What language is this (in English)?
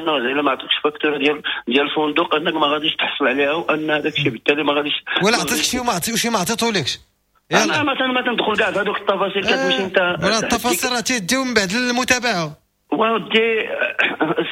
Moroccan Arabic